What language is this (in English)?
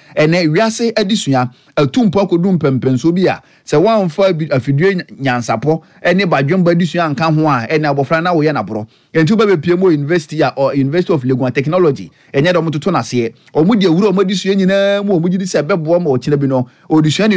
Akan